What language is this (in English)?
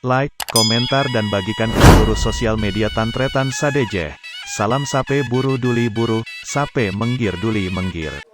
Madurese